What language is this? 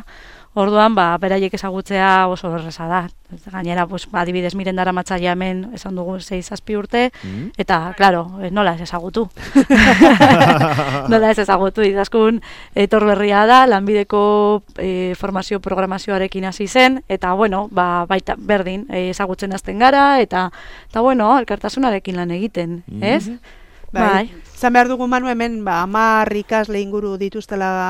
Basque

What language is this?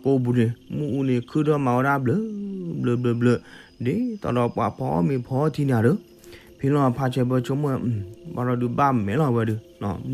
S'gaw Karen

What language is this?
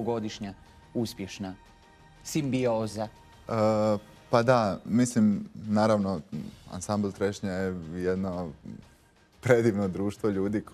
Croatian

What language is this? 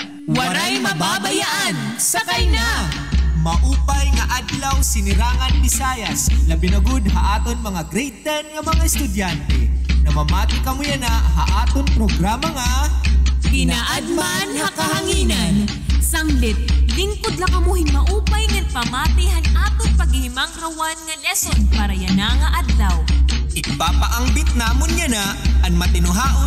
Waray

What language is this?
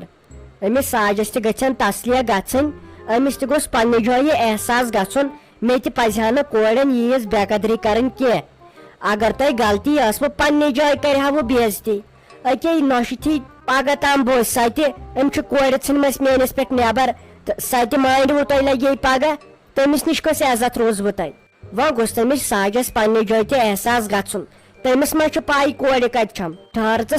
Kashmiri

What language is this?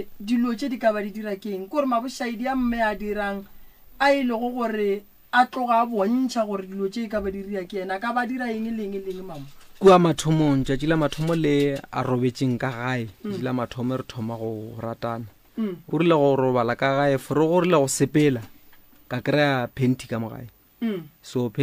Northern Sotho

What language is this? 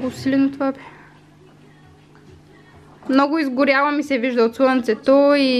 Bulgarian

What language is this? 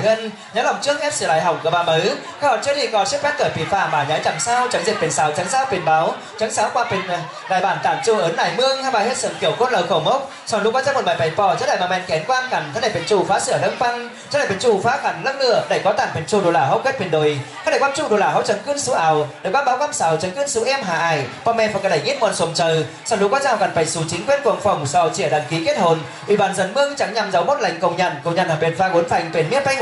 Vietnamese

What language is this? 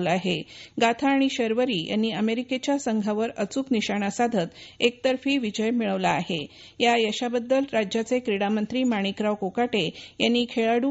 Marathi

